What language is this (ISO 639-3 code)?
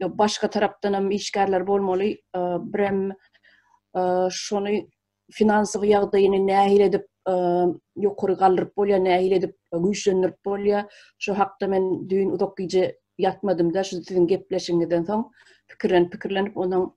tuk